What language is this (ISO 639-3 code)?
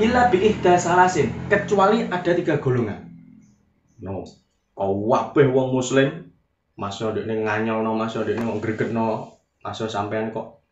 jav